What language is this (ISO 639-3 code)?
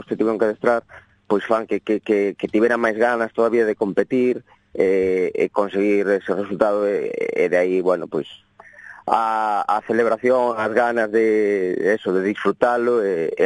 glg